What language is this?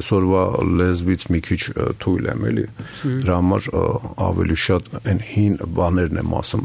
Armenian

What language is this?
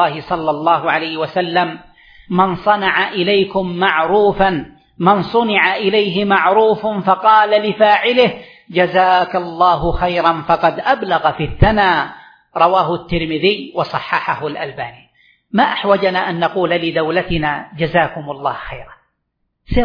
Arabic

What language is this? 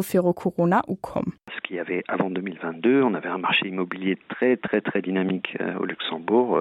Luxembourgish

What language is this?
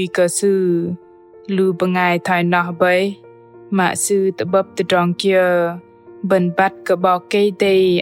Bahnar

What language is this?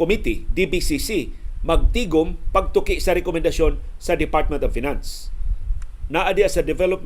Cebuano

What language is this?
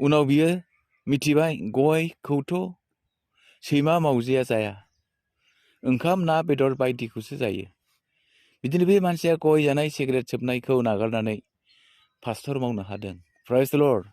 Bodo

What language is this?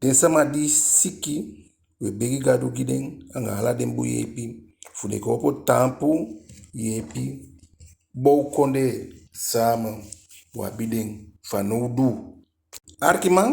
Eastern Maroon Creole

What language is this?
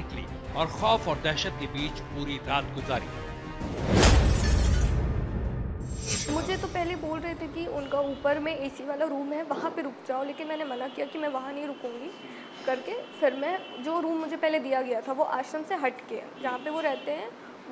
Hindi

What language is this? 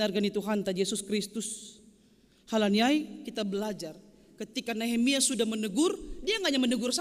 Batak Simalungun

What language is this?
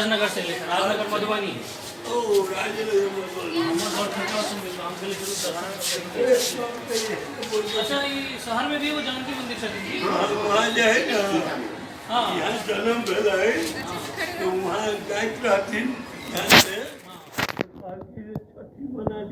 Maithili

